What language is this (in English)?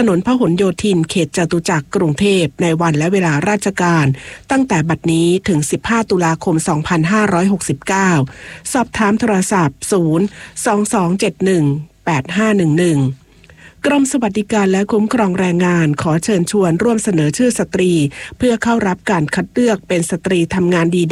Thai